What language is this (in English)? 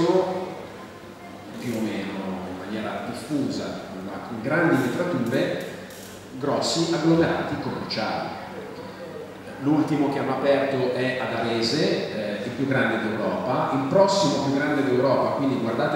Italian